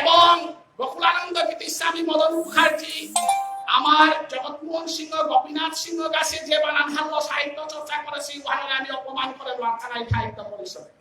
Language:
Bishnupriya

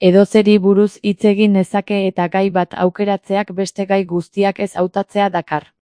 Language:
Basque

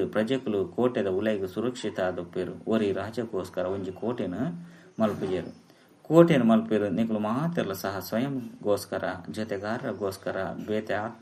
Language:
Tulu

